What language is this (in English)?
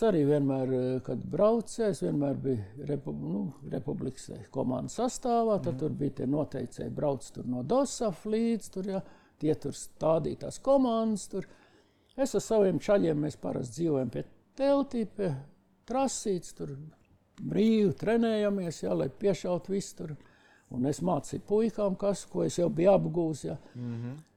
Latvian